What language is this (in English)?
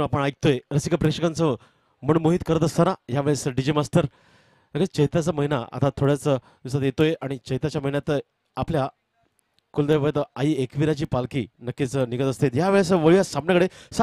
Marathi